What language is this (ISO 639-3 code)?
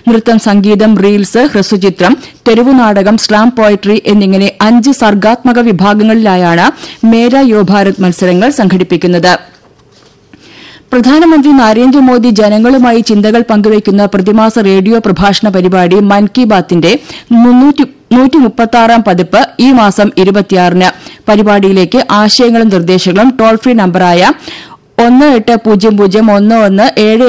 mal